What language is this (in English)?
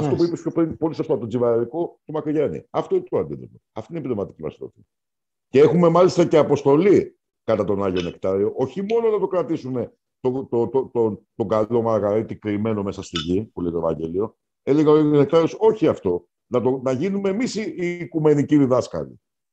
Greek